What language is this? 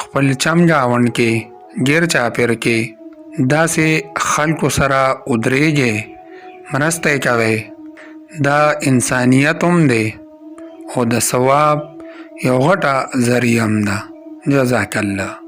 Pashto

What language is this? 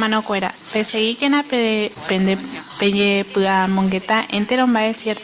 Guarani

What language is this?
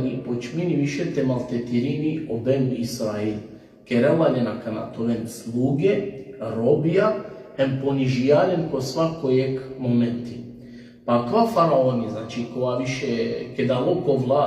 Balkan Romani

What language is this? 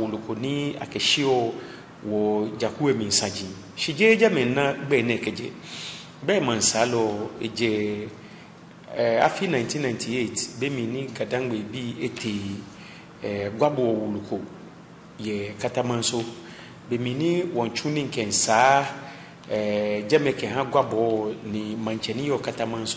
Ga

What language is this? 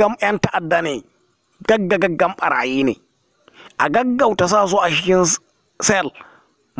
Hausa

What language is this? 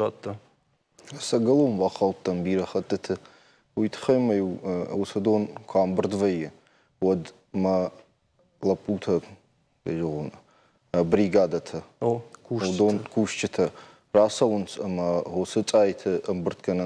Ossetic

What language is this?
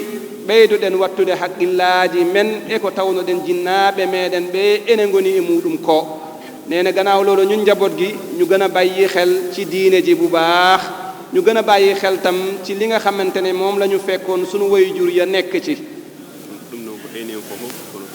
Fula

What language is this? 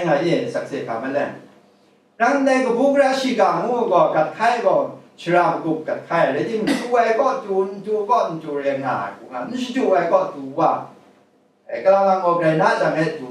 Kachin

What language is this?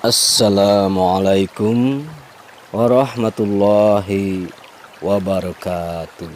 Sundanese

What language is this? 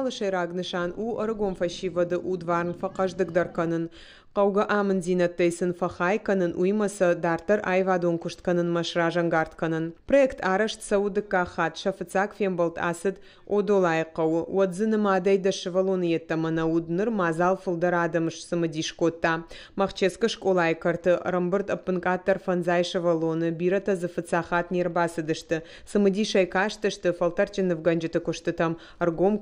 Ossetic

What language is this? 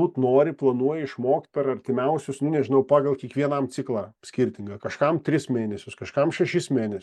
Lithuanian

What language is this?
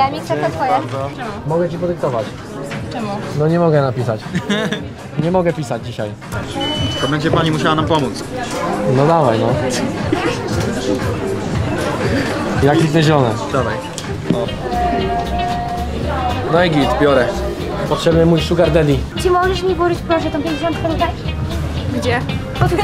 Polish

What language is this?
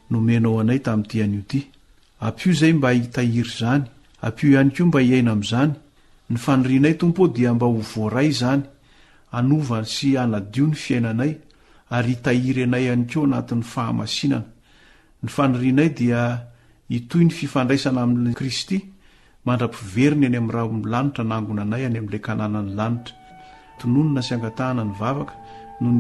Malagasy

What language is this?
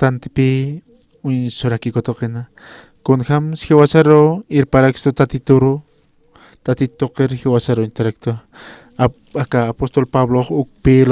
Aymara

